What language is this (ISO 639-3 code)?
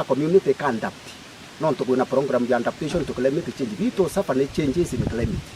mer